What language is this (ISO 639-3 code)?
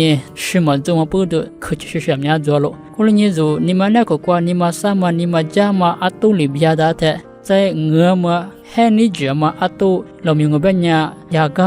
lis